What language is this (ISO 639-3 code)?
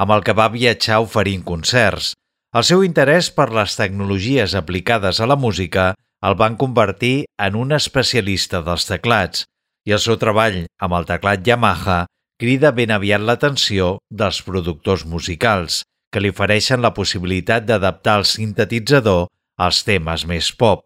cat